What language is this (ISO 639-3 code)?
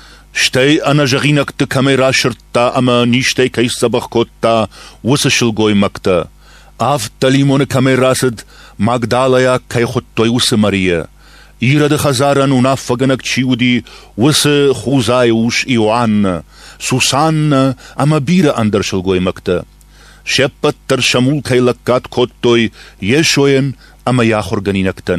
oss